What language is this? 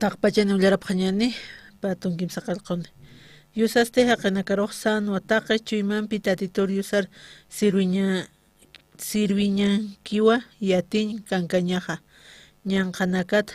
Aymara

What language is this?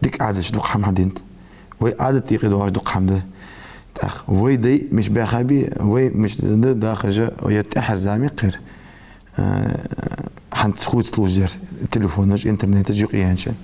Ingush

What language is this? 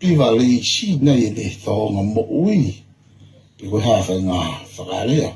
Tongan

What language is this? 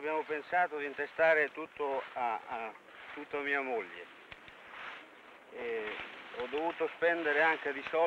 Italian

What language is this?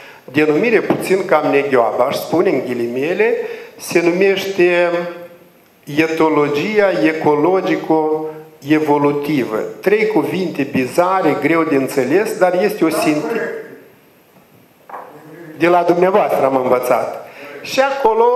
Romanian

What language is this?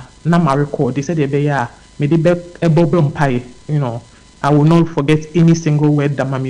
Akan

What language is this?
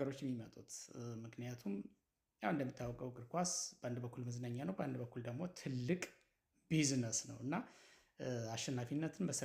Amharic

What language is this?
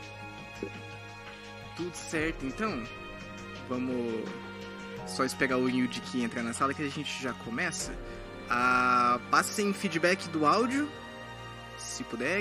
Portuguese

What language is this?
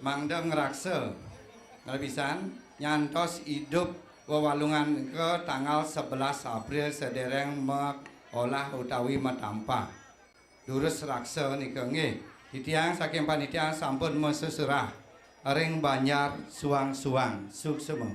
Balinese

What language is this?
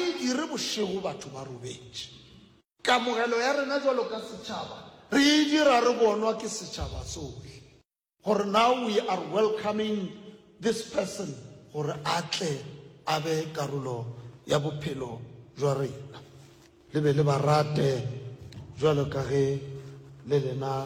Northern Sotho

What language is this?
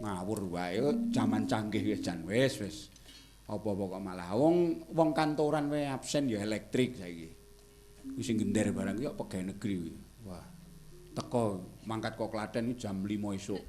Javanese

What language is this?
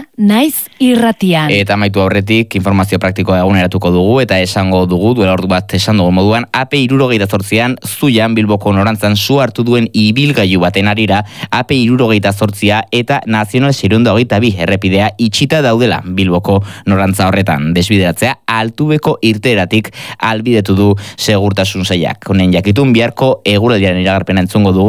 Basque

